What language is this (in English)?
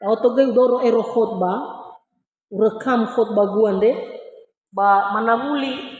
Nias